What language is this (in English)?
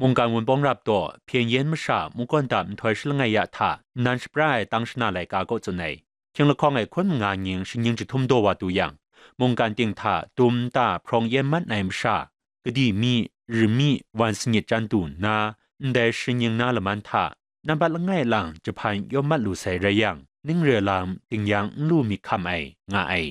Kachin